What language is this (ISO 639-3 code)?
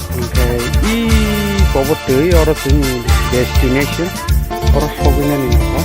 trp